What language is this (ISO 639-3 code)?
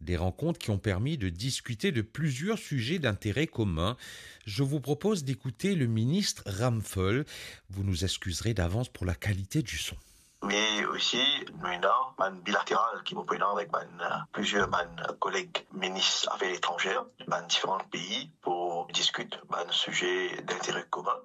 mfe